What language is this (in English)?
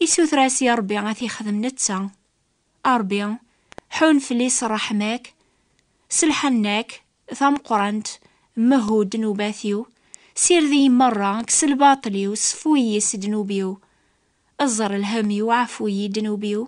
Kabyle